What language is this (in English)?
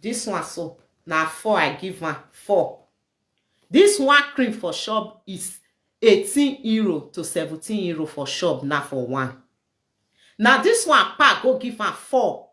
Nigerian Pidgin